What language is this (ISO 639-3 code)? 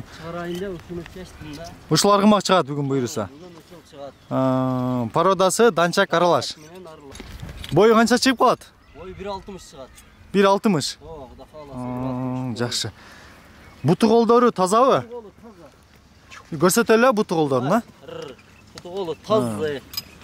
kir